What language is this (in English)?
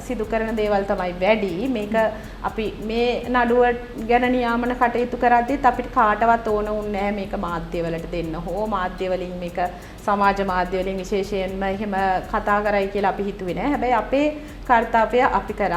Sinhala